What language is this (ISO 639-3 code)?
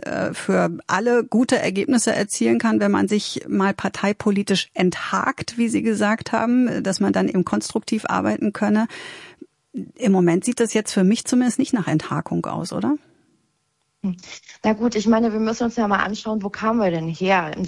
deu